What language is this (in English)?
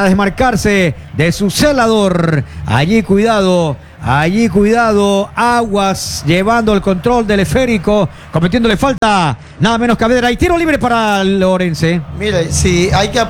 Spanish